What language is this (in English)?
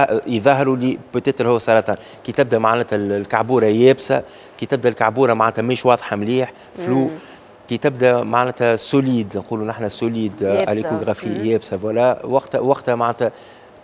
Tunisian Arabic